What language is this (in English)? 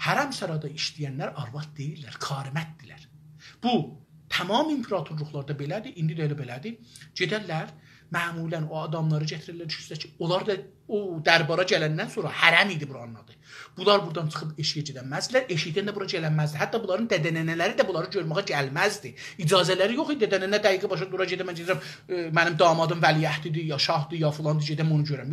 South Azerbaijani